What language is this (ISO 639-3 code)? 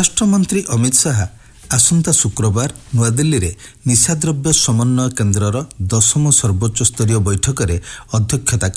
ori